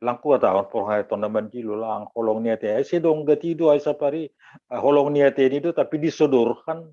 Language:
Batak Simalungun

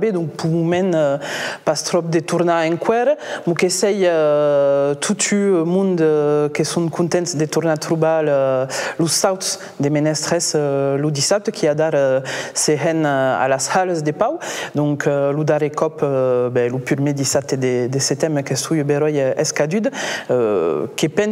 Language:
Occitan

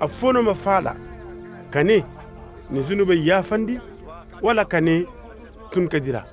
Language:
Koyraboro Senni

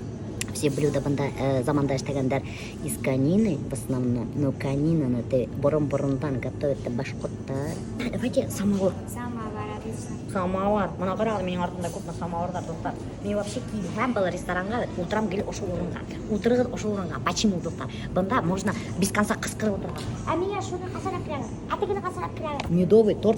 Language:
Bashkir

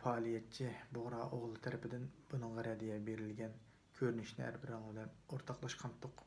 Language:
Uyghur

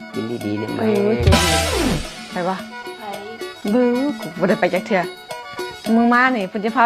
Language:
Lao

